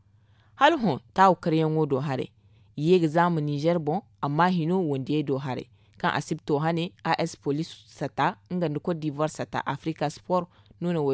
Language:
Zarma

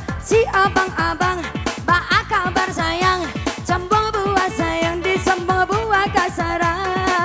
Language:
Minangkabau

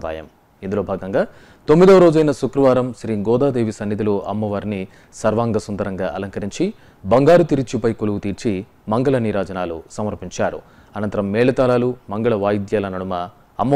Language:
Telugu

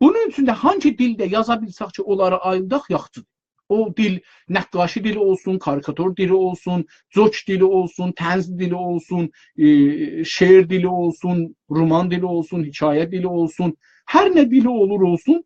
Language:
South Azerbaijani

